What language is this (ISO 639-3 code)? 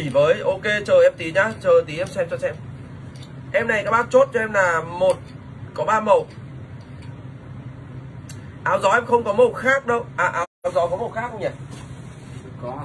vie